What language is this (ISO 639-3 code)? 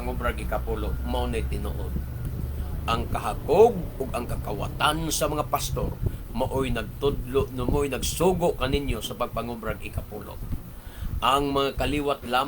ceb